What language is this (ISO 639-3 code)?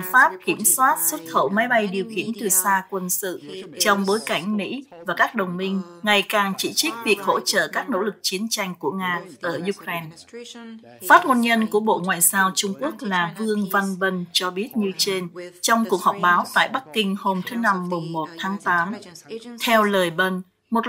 vie